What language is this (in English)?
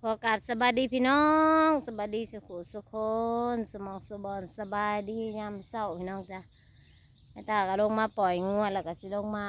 Northeastern Thai